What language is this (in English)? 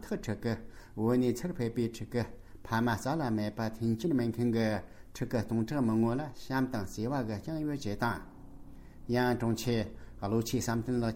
Tibetan